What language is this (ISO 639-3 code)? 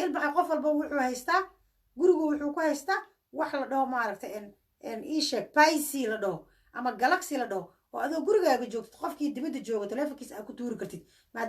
som